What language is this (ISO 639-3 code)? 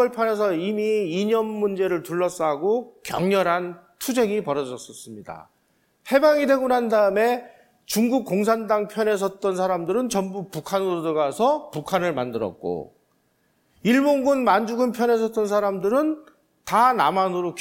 kor